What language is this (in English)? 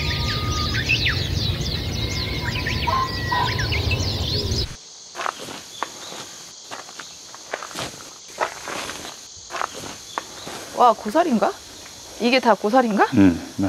Korean